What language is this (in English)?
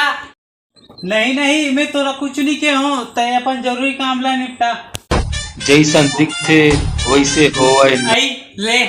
Chhattisgarhi